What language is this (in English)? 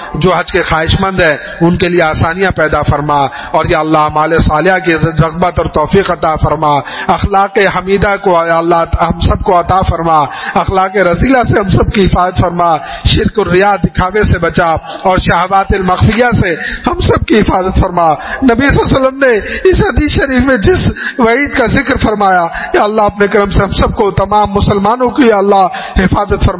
Urdu